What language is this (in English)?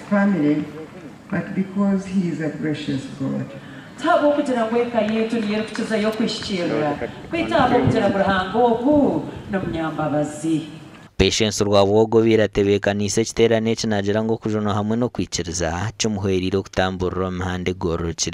Nyankole